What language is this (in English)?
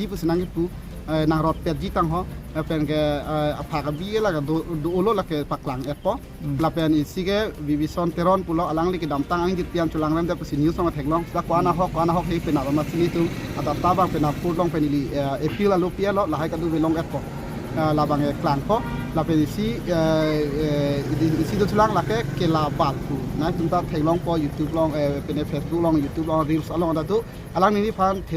Karbi